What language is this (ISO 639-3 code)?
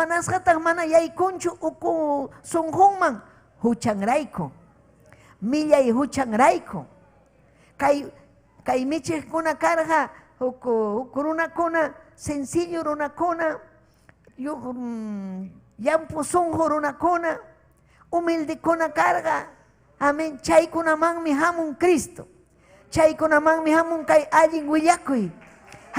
quy